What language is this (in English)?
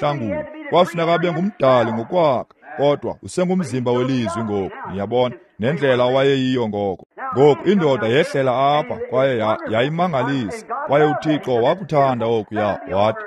Xhosa